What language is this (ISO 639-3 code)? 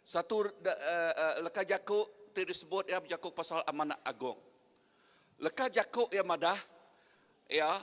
iba